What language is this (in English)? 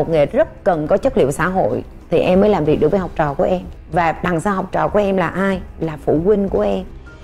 Vietnamese